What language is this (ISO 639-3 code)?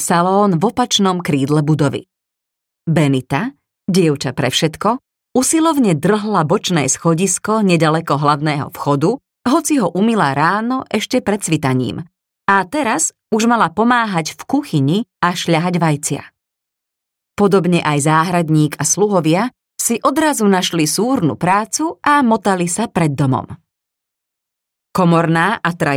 slk